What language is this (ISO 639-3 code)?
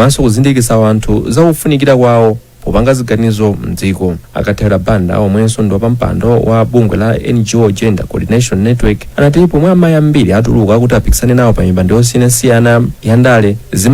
nya